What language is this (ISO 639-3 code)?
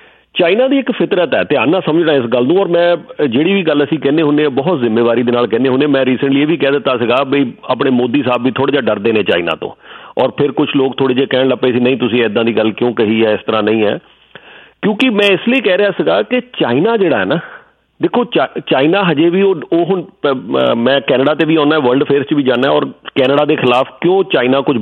pan